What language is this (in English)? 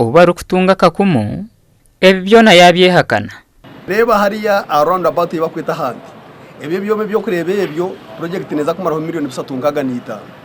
Nyankole